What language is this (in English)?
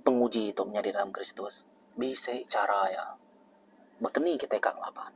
Iban